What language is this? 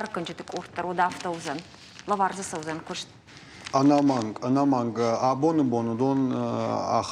Ossetic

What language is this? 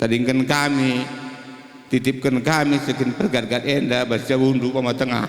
Batak Karo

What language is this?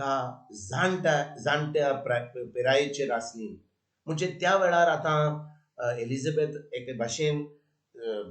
Konkani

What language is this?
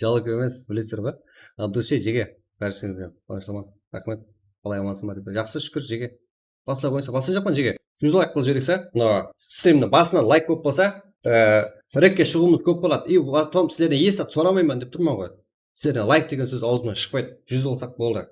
Kara-Kalpak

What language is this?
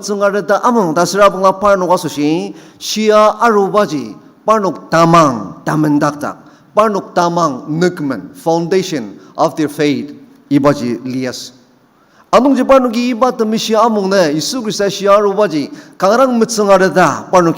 Ao Naga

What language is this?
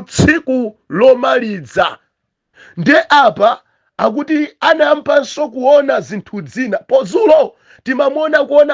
Nyanja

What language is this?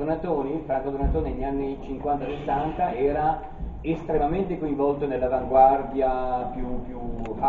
Italian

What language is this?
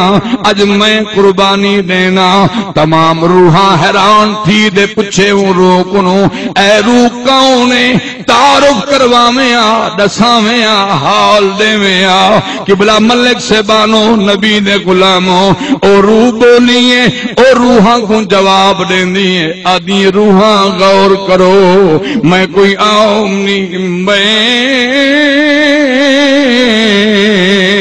Saraiki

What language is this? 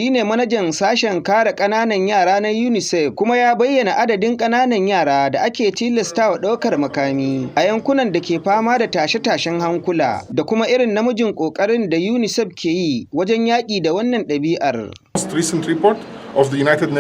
Hausa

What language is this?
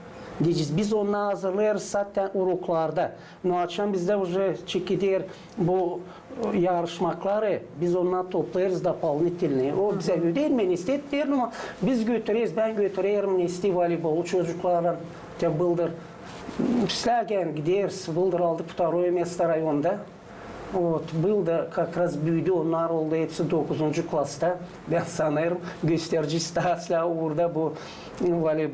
Gagauz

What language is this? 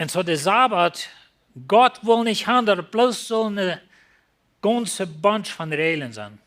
Plautdietsch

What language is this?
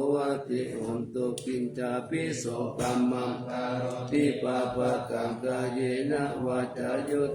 Pali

